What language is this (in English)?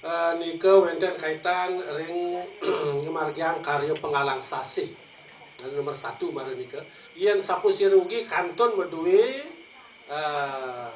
Balinese